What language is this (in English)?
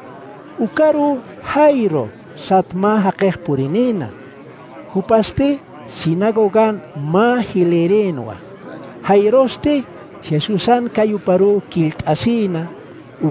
Aymara